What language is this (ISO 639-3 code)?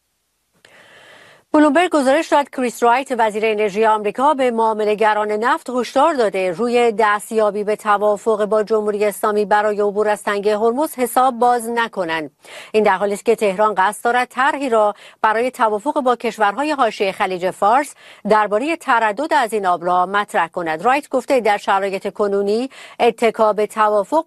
fas